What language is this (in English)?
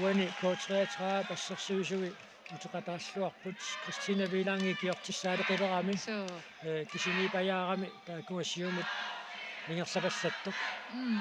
Kalaallisut